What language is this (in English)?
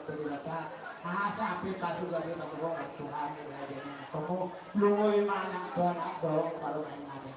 Batak Toba